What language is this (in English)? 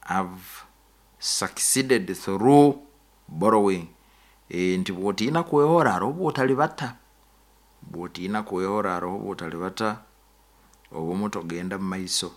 Nyoro